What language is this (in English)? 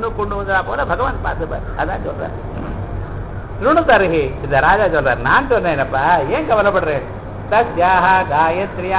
Tamil